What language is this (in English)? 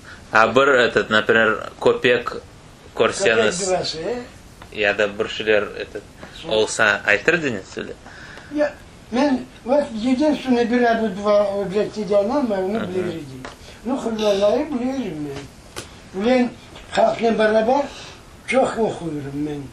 Crimean Tatar